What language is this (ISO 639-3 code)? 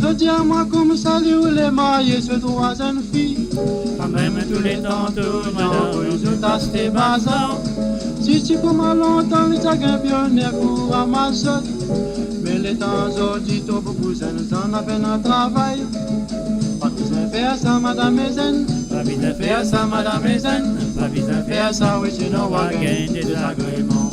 mfe